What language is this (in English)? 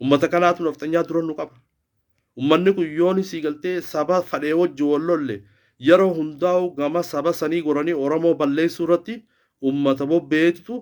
Oromo